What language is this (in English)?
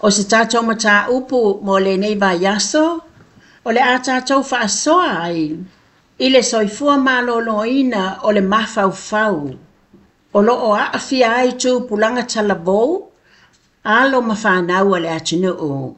Samoan